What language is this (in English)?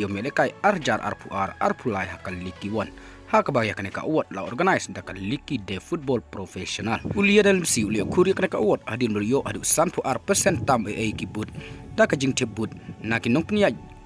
Khasi